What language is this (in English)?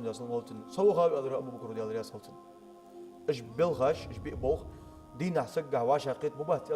Ingush